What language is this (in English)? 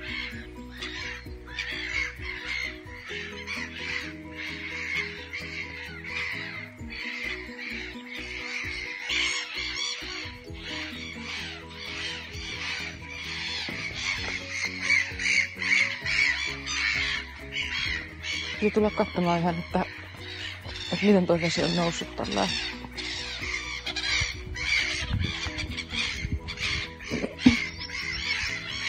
Finnish